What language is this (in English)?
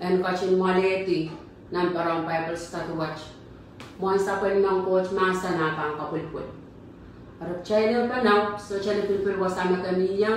Pohnpeian